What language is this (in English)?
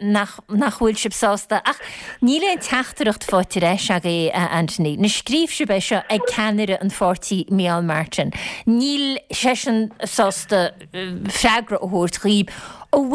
Irish